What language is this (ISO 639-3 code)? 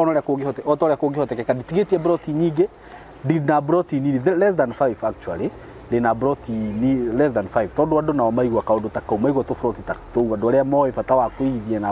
kik